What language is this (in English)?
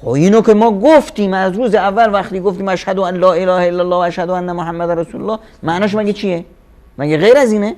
Persian